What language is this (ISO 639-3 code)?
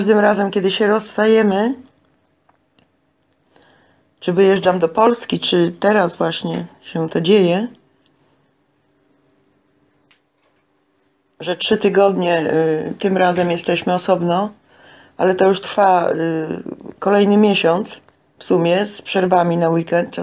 pol